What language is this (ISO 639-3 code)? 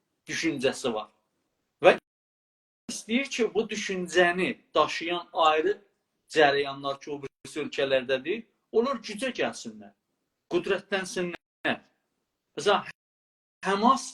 azb